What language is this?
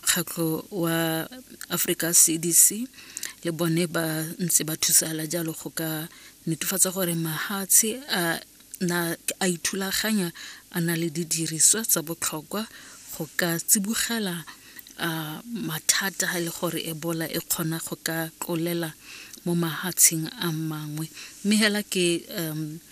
Tswana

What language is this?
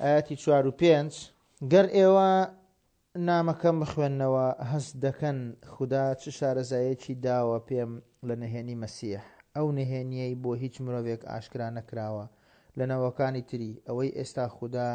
Central Kurdish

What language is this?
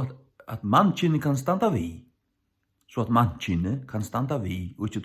Faroese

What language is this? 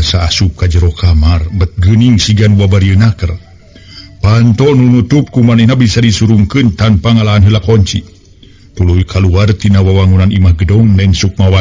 Sundanese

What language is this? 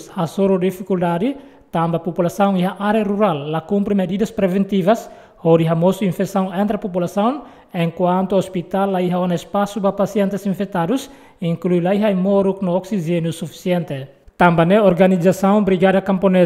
Tetum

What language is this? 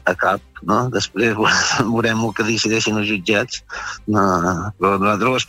Catalan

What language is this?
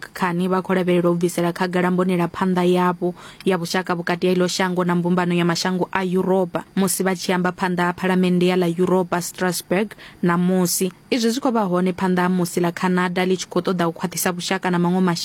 Venda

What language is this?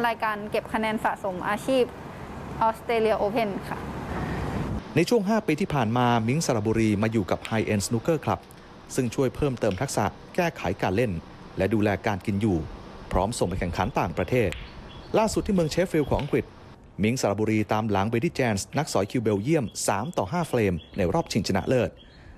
Thai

